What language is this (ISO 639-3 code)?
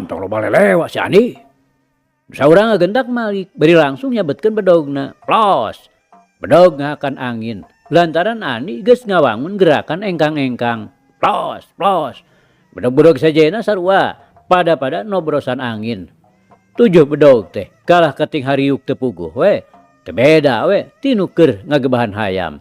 sun